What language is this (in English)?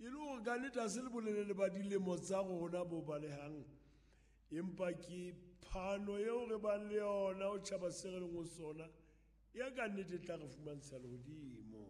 Southern Sotho